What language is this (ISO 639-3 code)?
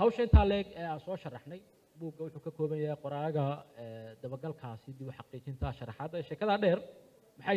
som